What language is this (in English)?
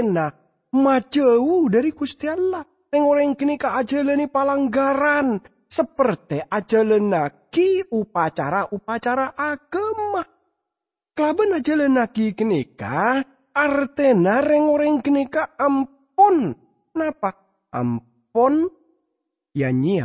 Madurese